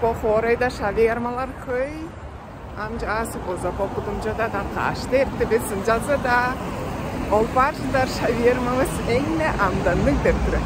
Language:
Tuvinian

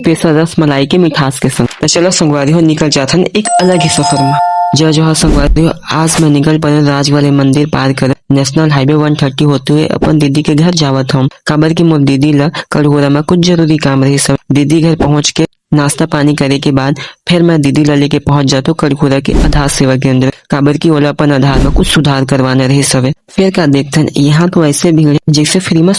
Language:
Chhattisgarhi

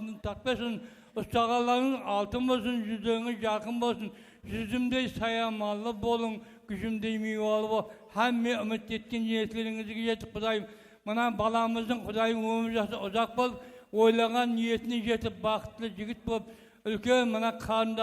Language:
Kara-Kalpak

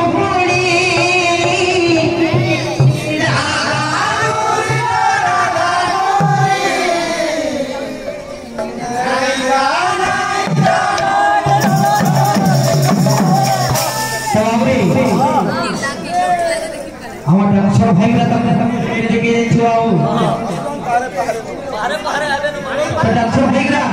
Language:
Bhojpuri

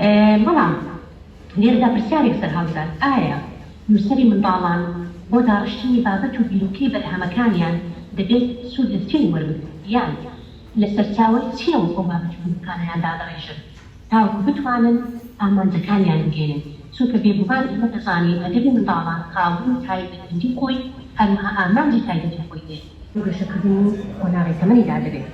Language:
Central Kurdish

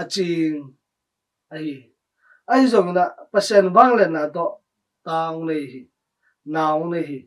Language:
Tedim Chin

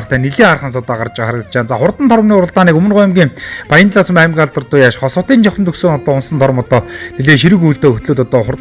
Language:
Mongolian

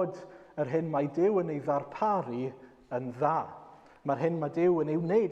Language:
Welsh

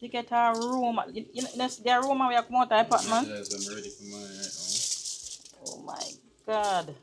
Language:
Jamaican Creole English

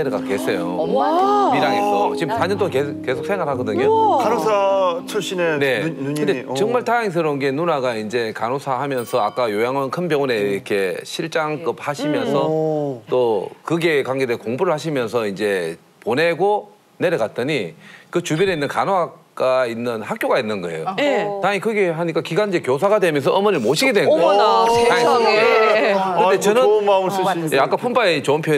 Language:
Korean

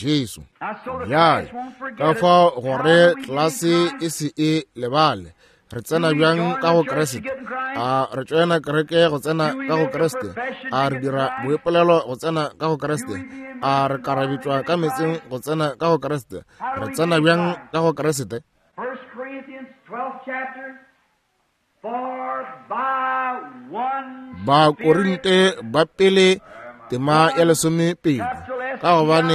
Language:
Northern Sotho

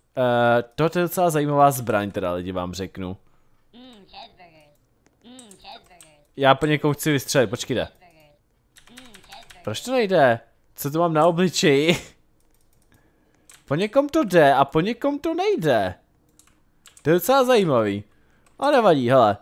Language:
Czech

